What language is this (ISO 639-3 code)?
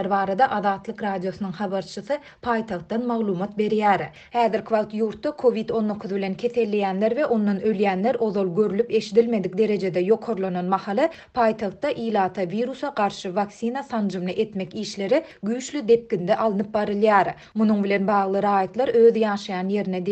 tuk